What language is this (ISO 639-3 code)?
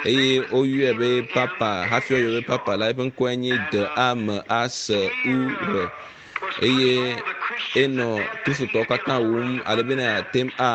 ewe